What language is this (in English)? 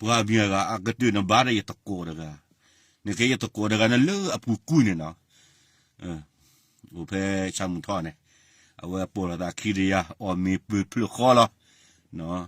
S'gaw Karen